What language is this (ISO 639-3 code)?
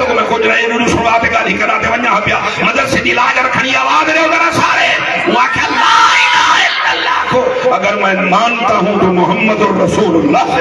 skr